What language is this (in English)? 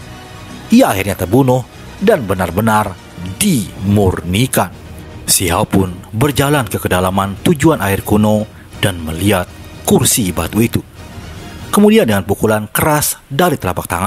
Indonesian